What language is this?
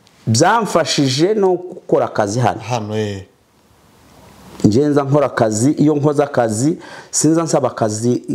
Kinyarwanda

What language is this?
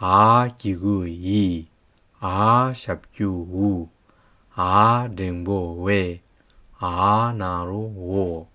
Hyolmo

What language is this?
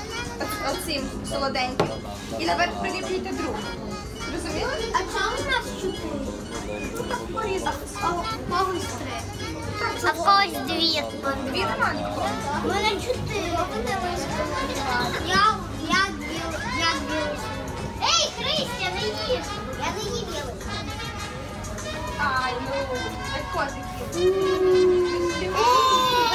Ukrainian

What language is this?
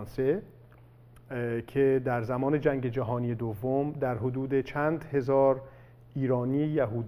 Persian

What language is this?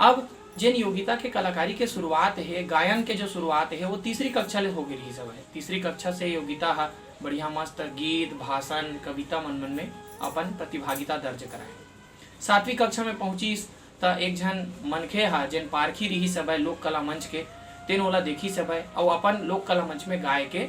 Chhattisgarhi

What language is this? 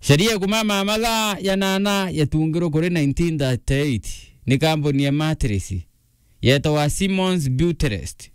Meru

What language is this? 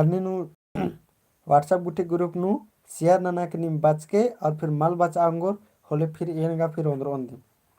Kurukh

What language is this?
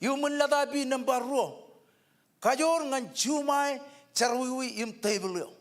Marshallese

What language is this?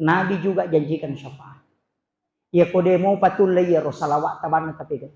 Buginese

